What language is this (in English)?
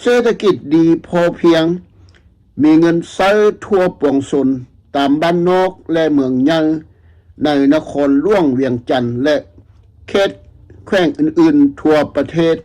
Lao